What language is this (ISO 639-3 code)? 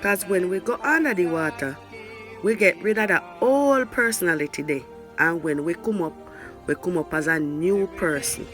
jam